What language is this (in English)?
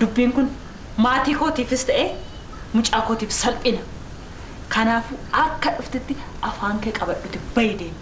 Oromo